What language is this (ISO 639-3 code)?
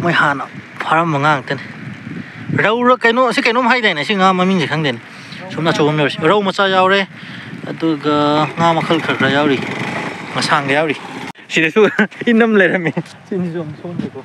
mni